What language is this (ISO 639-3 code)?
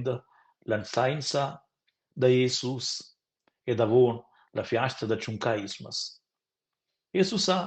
roh